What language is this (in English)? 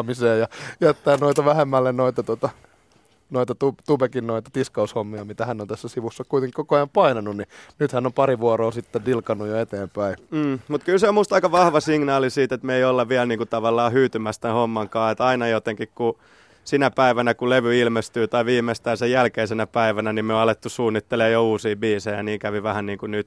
Finnish